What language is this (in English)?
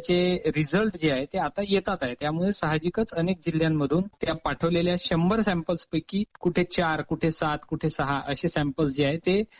Marathi